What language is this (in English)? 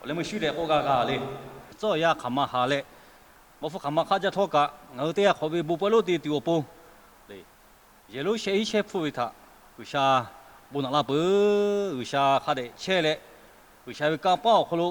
Lahu